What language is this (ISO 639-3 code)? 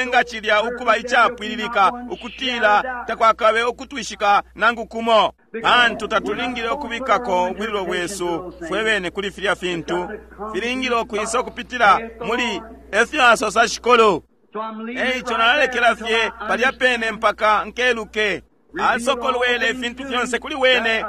bem